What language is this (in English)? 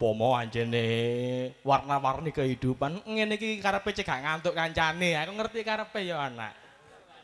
Javanese